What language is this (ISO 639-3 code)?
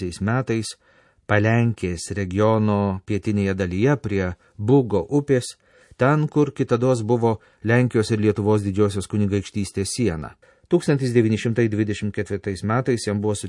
lit